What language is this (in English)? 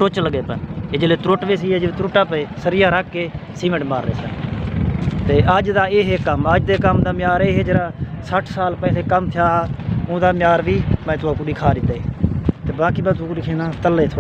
Saraiki